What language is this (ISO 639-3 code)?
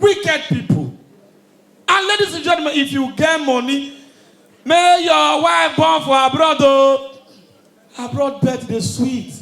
pcm